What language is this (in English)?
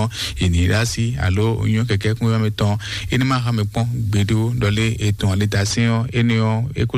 Fon